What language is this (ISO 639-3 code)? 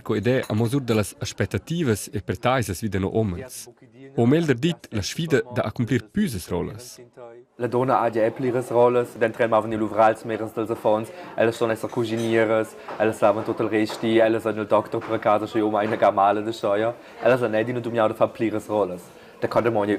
roh